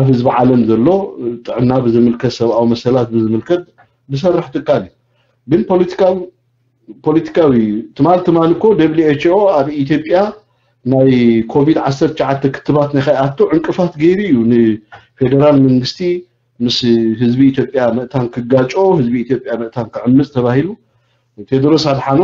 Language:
Tigrinya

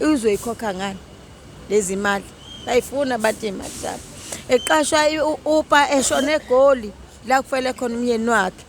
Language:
Zulu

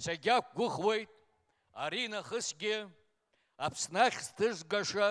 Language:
Abkhazian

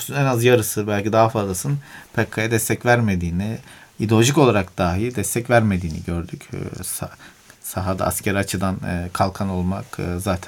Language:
Turkish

